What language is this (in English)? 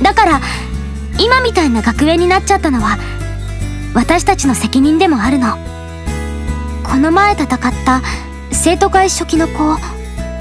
Japanese